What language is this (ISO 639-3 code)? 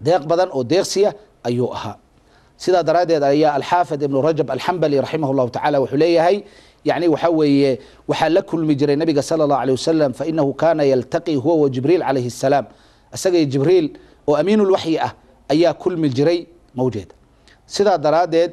som